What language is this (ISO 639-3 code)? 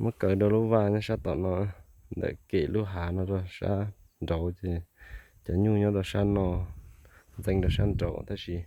hmn